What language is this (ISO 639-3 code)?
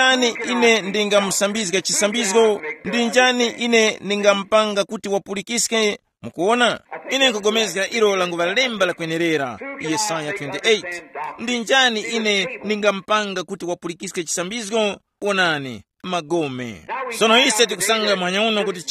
tum